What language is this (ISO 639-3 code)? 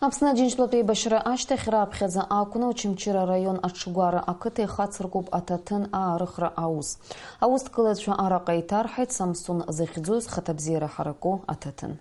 abk